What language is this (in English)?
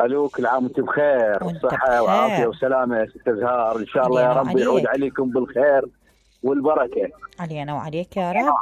Mesopotamian Arabic